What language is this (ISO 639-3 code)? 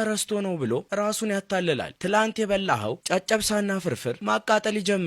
amh